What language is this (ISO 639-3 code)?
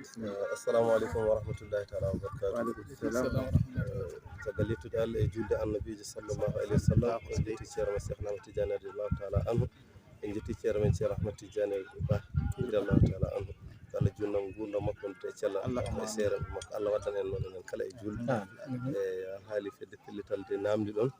ful